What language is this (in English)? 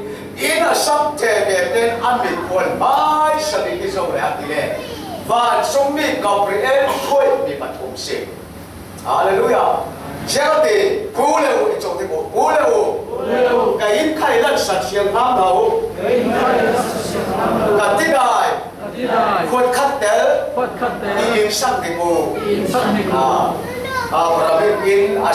Falam Chin